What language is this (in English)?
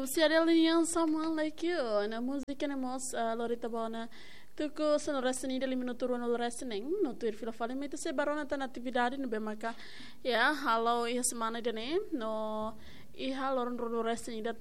Tetum